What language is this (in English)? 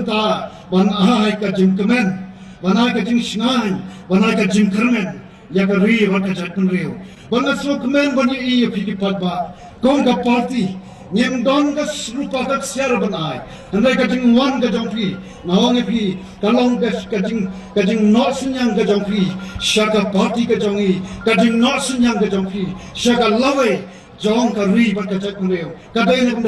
Khasi